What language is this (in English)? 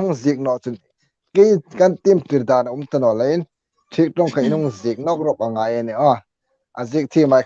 Hmar